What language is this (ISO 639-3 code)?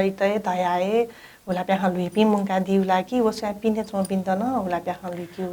new